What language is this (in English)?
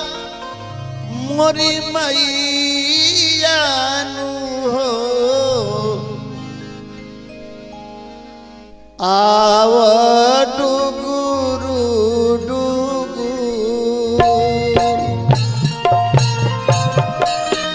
Bhojpuri